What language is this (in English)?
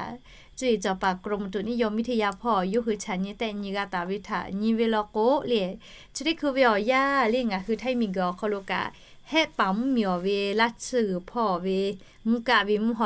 Lahu